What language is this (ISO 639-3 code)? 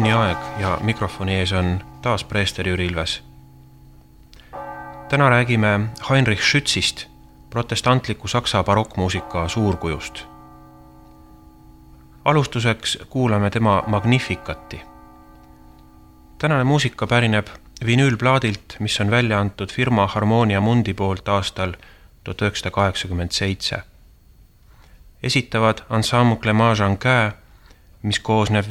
est